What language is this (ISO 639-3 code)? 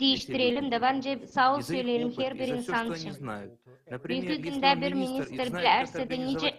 gag